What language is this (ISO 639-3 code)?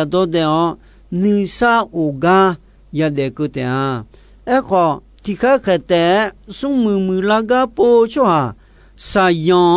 ahk